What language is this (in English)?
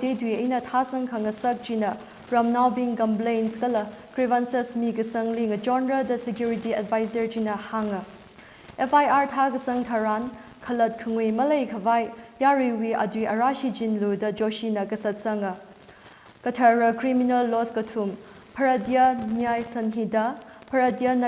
Tangkhul Naga (India)